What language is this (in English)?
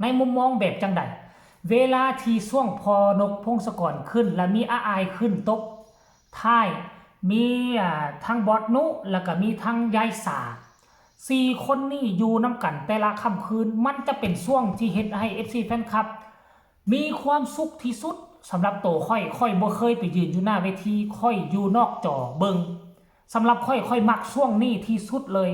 Northeastern Thai